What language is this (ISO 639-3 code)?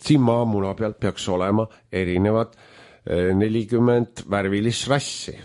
est